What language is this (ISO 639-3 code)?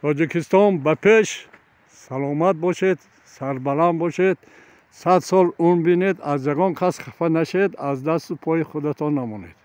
tgk